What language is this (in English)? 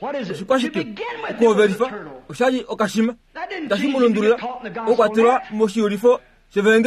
Kuanyama